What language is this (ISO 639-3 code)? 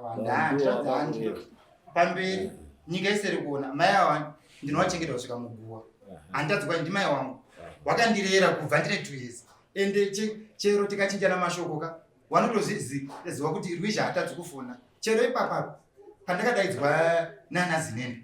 sna